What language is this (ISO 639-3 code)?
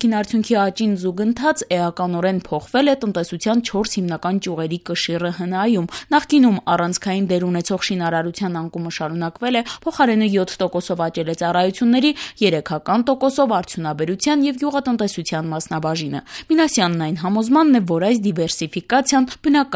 hye